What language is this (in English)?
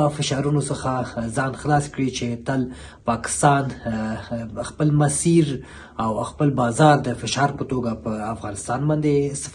Pashto